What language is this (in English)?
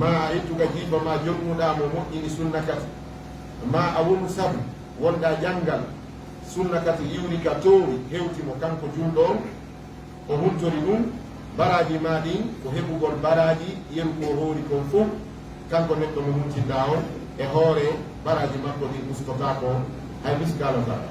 Fula